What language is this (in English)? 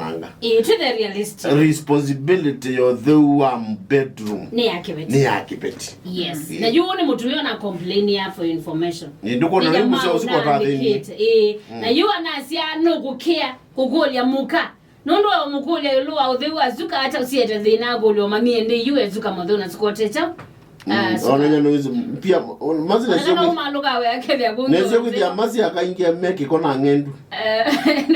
Kamba